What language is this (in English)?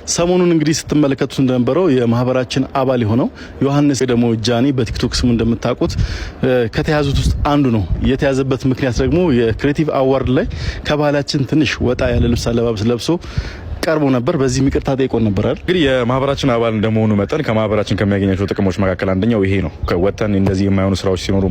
Amharic